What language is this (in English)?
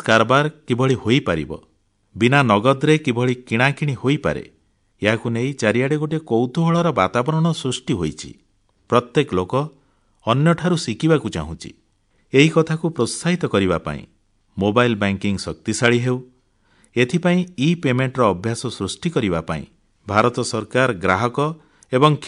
Odia